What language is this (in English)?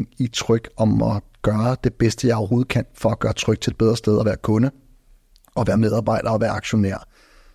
Danish